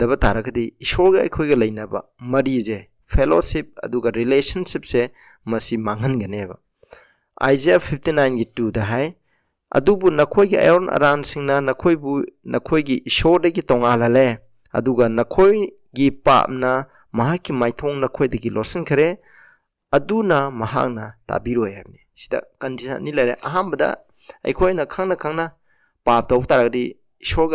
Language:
Manipuri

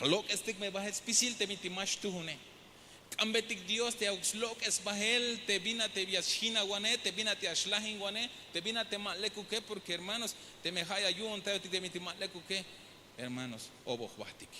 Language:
Tzeltal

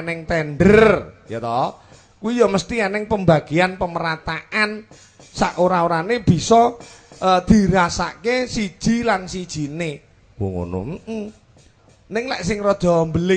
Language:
Javanese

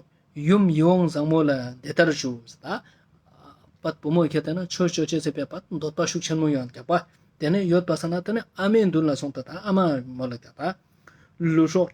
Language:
Ladakhi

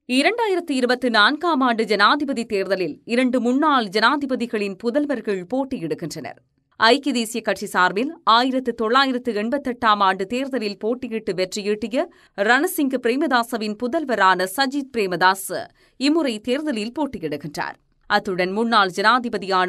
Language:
Tamil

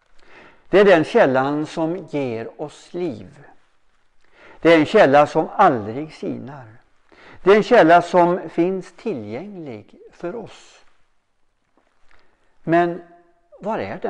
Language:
Swedish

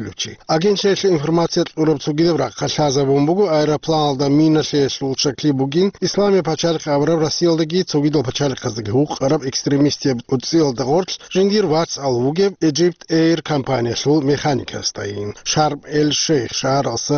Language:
Avaric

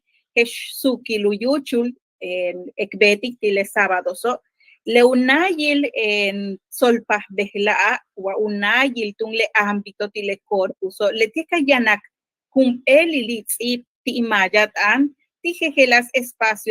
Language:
Yucateco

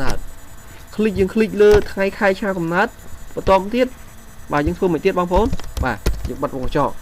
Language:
Khmer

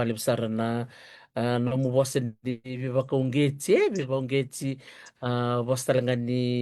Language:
Fijian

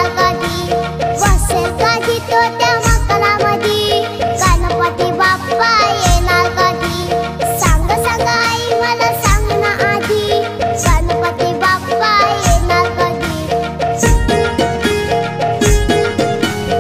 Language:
Marathi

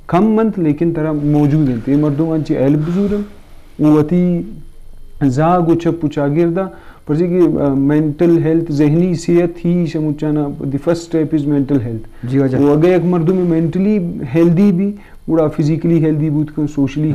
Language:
Eastern Balochi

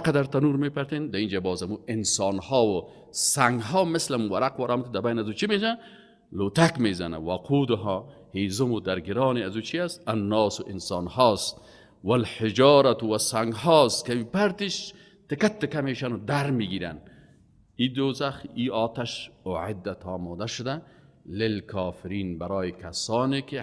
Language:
Persian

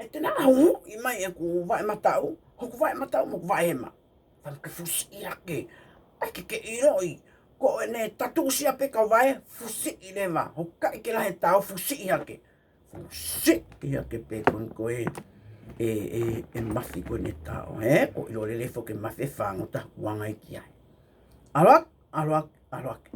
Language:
Tongan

